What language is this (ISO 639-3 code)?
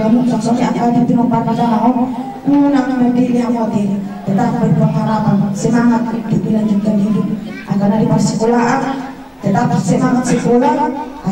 bbc